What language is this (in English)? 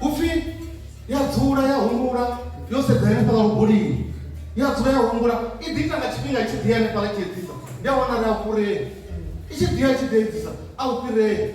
Venda